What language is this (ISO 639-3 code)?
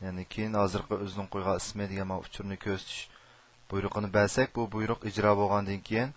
uig